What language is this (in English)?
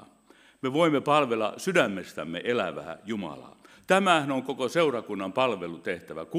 Finnish